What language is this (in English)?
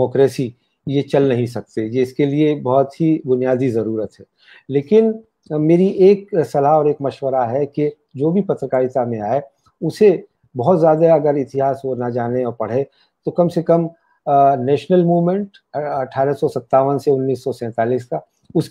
Hindi